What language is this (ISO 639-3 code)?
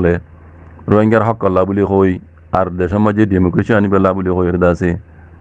rhg